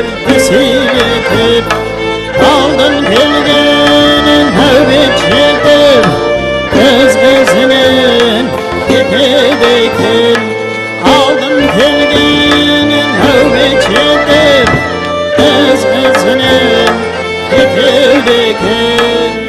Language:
Kara-Kalpak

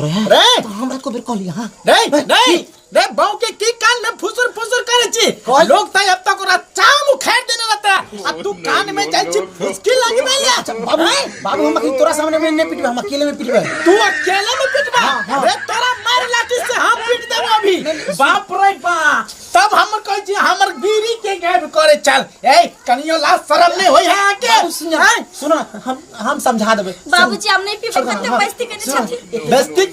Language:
Maithili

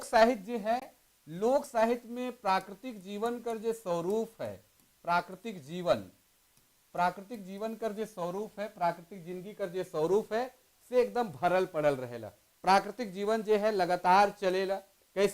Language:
Sadri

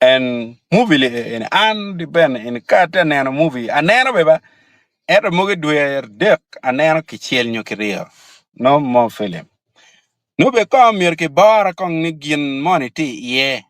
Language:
Acoli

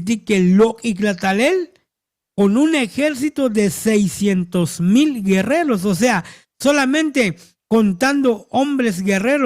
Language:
Tzotzil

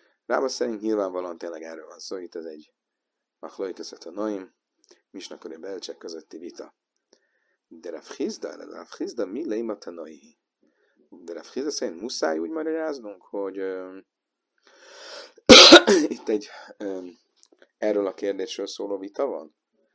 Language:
Hungarian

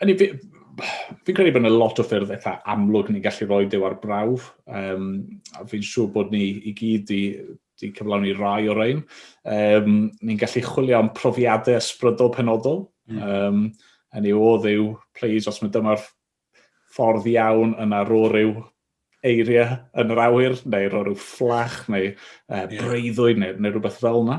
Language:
Welsh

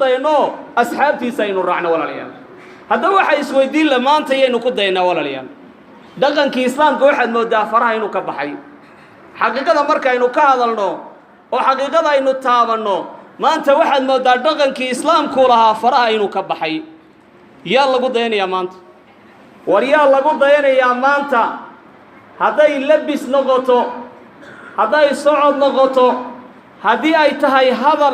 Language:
Somali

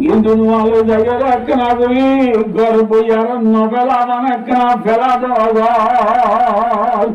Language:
Rohingya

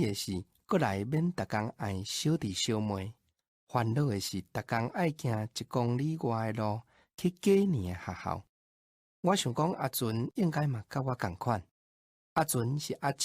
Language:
Min Nan Chinese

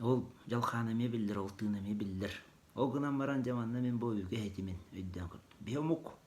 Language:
Yakut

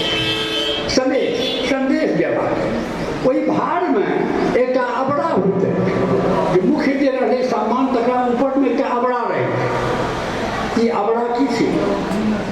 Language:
Maithili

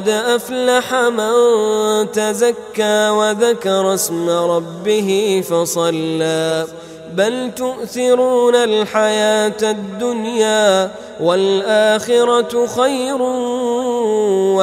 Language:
Arabic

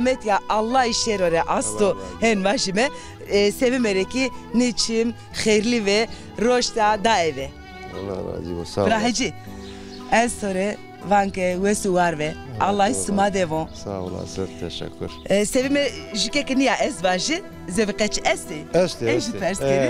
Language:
Zaza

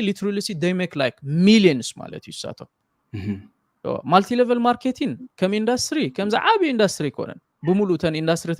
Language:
Tigrinya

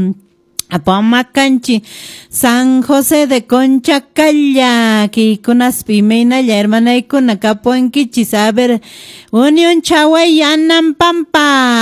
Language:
Quechua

